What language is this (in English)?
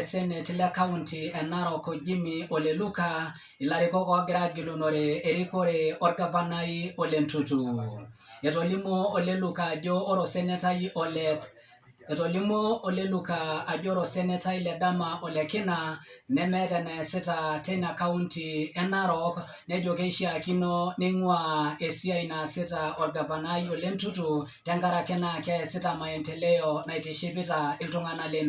Masai